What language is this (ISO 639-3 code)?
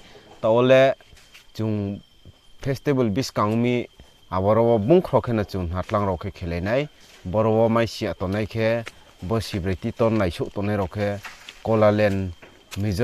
ria